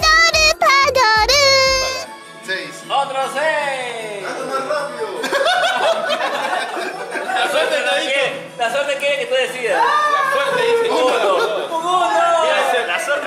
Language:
Spanish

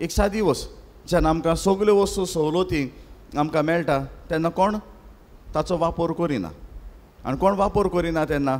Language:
Konkani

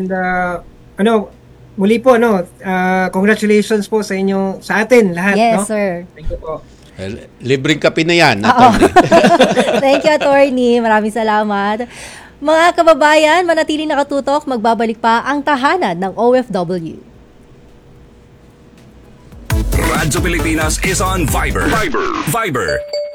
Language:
Filipino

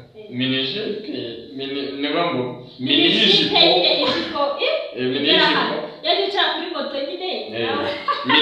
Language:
Kinyarwanda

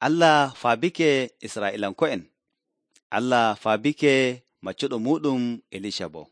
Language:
Nigerian Fulfulde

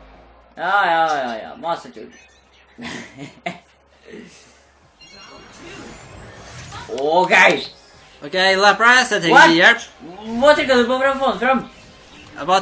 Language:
Norwegian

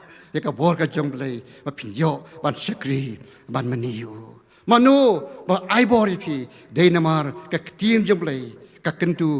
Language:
Khasi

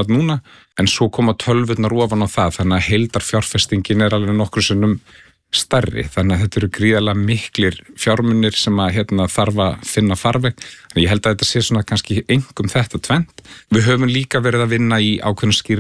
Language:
Icelandic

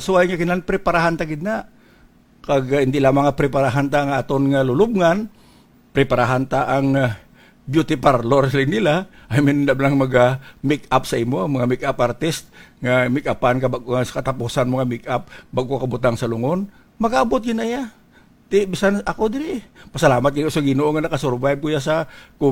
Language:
Hiligaynon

